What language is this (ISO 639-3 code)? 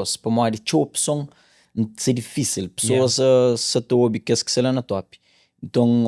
kea